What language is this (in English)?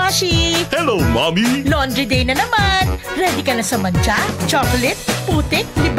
Bikol